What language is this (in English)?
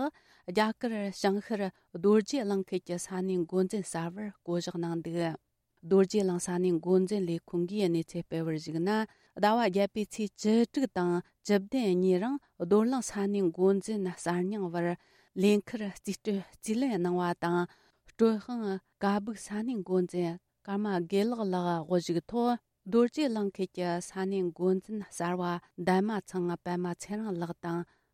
Tibetan